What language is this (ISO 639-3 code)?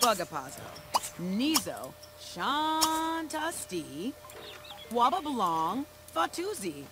bar